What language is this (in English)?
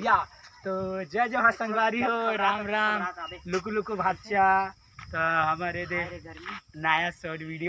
Chhattisgarhi